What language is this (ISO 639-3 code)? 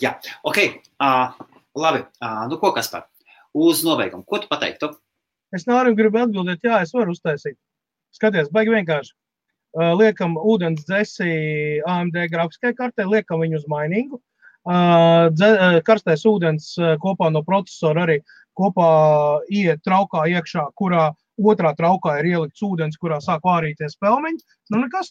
lav